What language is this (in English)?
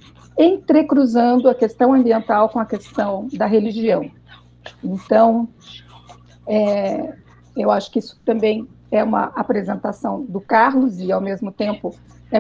Portuguese